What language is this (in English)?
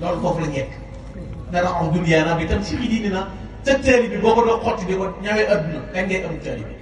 Wolof